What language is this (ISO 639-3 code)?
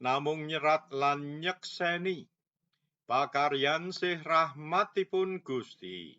jav